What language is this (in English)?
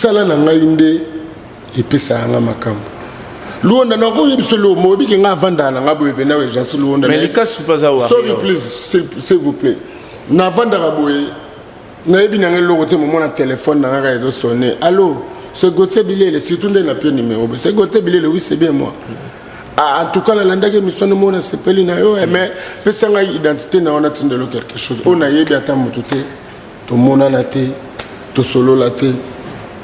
Lingala